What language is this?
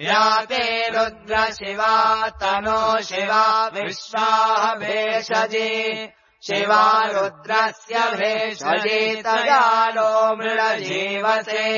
Sanskrit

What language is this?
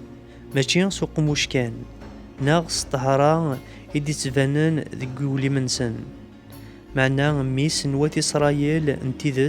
Kabyle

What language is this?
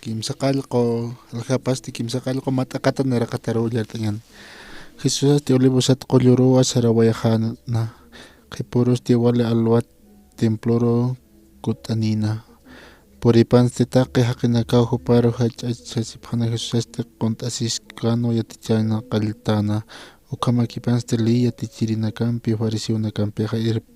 Aymara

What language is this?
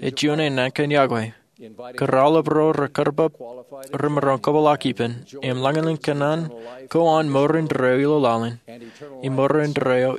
Marshallese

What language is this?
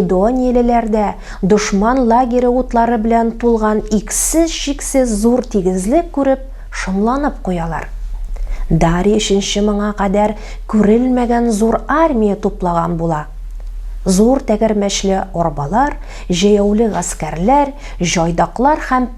Tatar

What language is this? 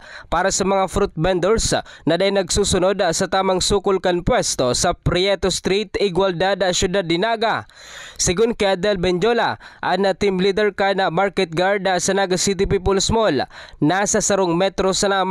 Bikol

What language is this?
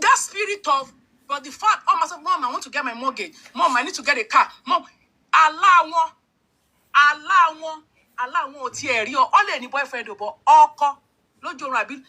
Yoruba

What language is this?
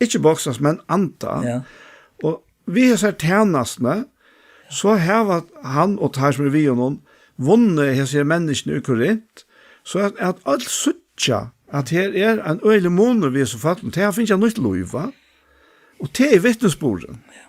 Faroese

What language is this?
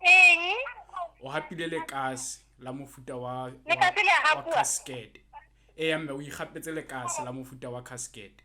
Southern Sotho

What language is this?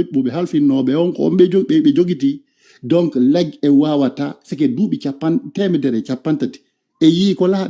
Fula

